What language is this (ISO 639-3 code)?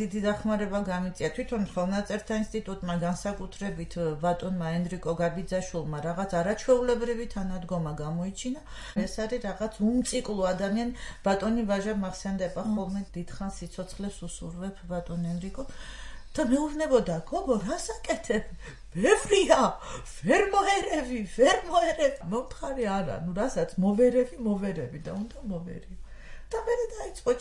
kat